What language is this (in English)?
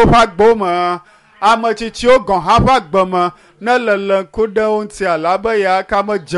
Ewe